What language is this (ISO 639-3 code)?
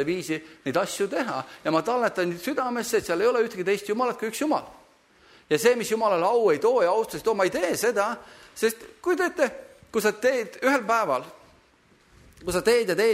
est